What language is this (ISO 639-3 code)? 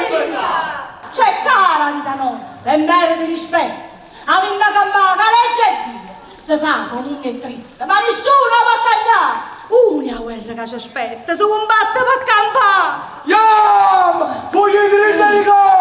nap